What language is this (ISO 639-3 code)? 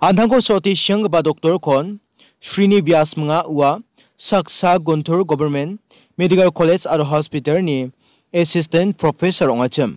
grt